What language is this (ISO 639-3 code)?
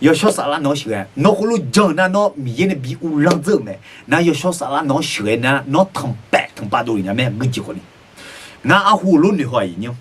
ahk